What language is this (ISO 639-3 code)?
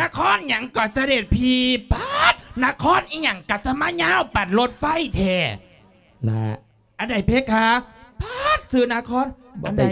lao